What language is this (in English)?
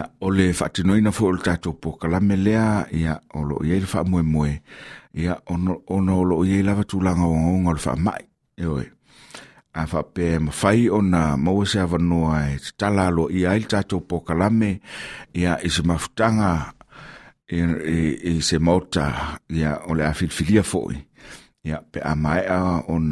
Samoan